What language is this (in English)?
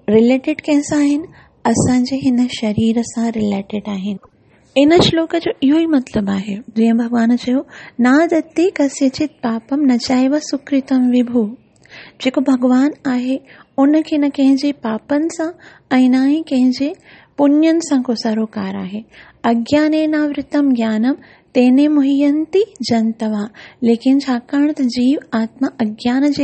Sindhi